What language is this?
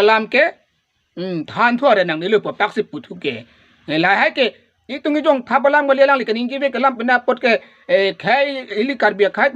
Karbi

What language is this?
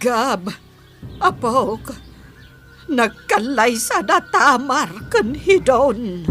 Iloko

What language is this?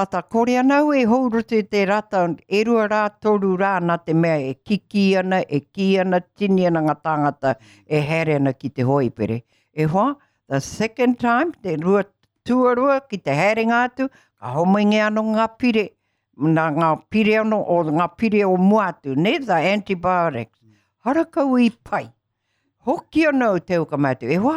Māori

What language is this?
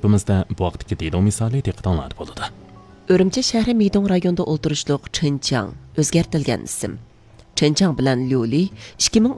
Uyghur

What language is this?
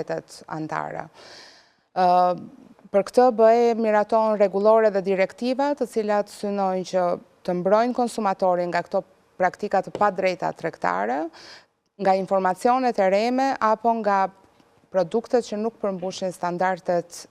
Albanian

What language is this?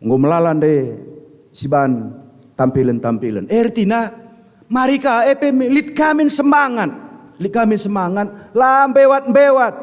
Batak Karo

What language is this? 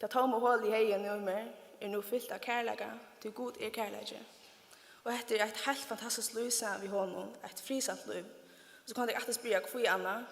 Faroese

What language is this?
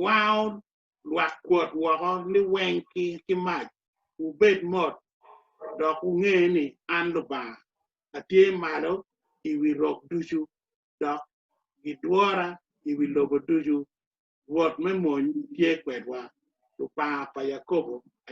Acoli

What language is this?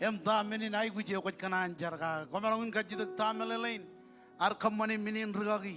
Marshallese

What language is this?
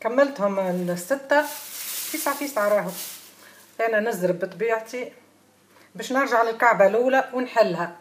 Tunisian Arabic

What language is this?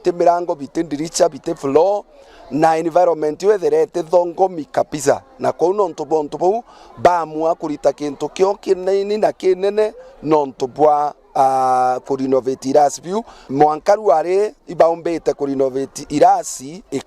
Meru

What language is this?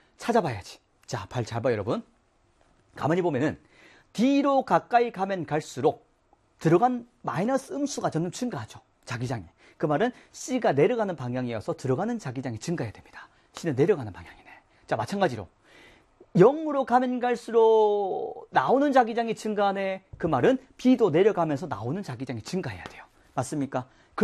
Korean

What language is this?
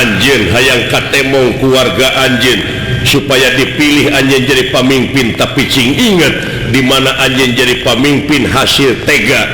Sundanese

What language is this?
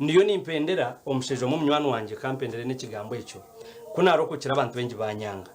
Nyankole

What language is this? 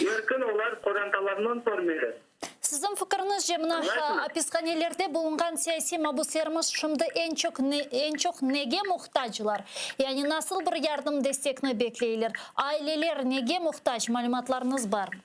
Crimean Tatar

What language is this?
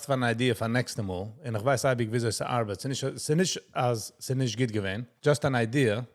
Yiddish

